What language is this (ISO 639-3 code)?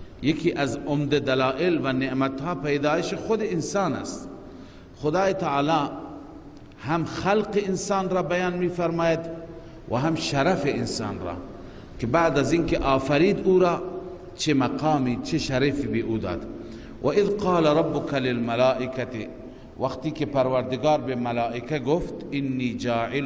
fas